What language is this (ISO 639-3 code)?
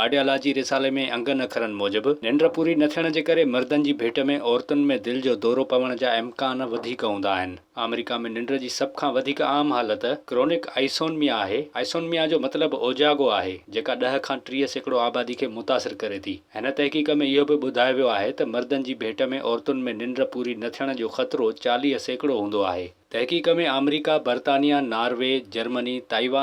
snd